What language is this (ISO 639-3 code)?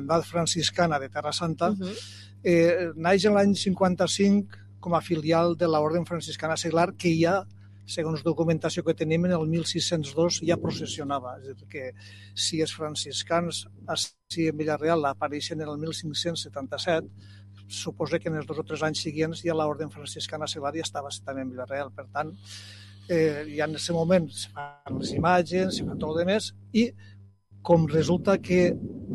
cat